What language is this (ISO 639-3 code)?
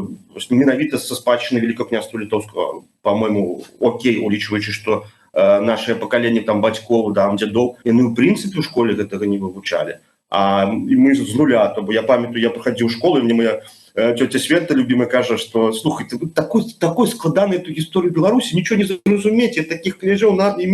bel